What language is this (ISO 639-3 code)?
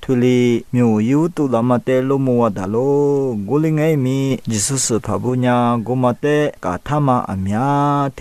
lis